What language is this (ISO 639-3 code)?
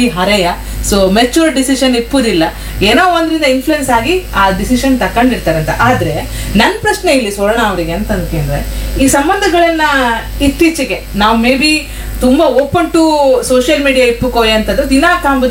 kan